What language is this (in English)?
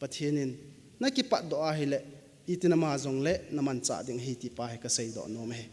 Thado Chin